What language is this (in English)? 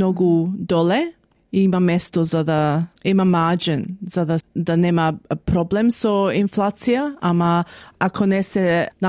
Macedonian